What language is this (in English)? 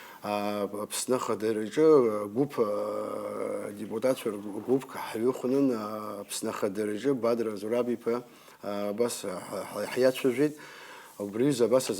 Abkhazian